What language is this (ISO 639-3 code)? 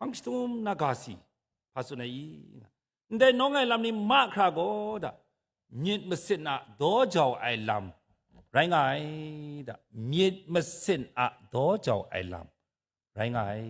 kac